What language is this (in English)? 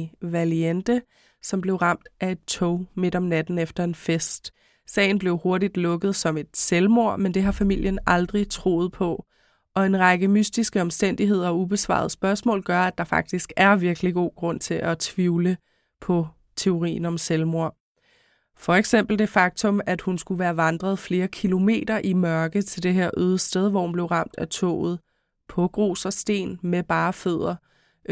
Danish